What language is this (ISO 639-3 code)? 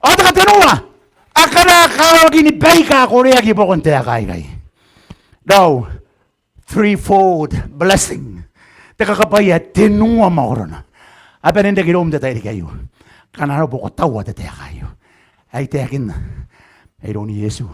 gil